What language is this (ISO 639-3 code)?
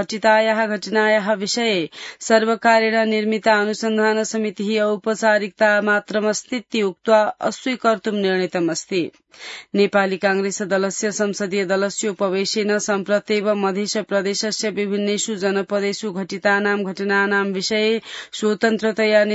san